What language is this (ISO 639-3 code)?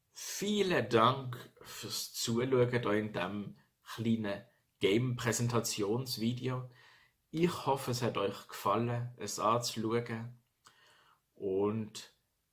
gsw